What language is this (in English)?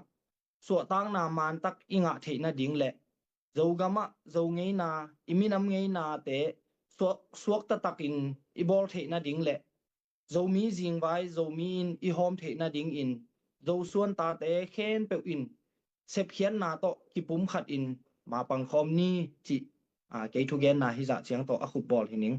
Tedim Chin